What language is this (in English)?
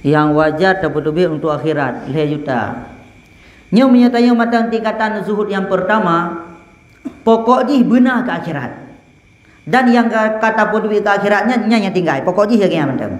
Achinese